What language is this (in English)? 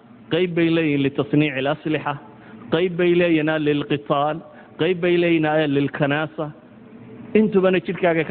Somali